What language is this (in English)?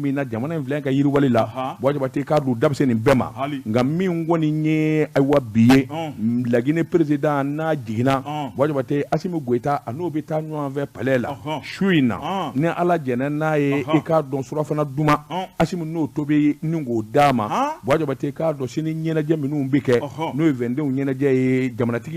Bambara